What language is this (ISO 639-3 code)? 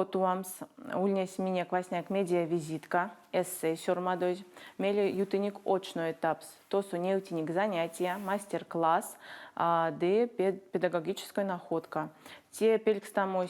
myv